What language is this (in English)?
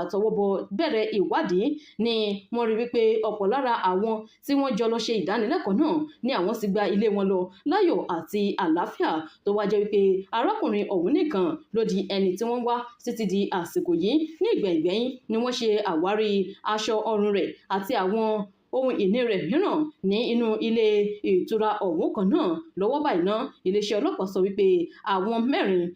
Yoruba